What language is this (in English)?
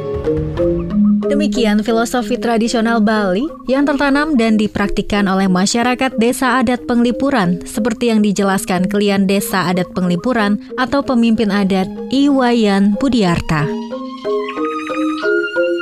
Indonesian